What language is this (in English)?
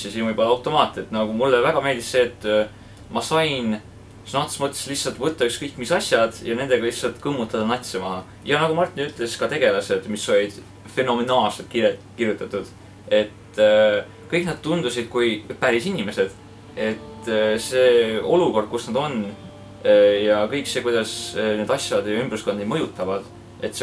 Estonian